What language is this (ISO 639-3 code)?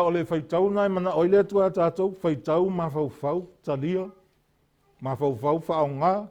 smo